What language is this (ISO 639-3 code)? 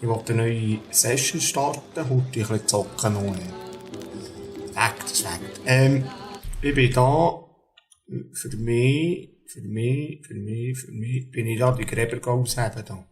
gsw